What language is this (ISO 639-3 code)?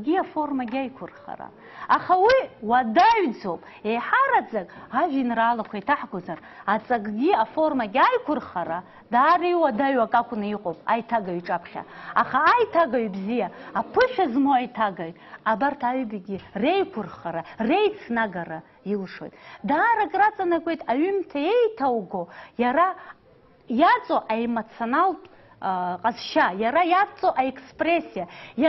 abk